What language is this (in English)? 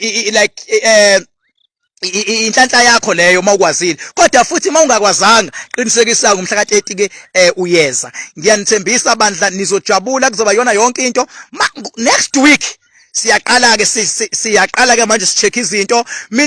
Zulu